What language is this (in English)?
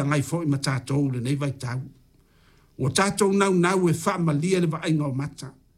Samoan